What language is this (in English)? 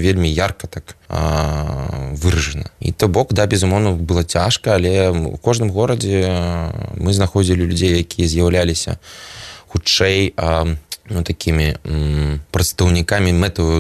Belarusian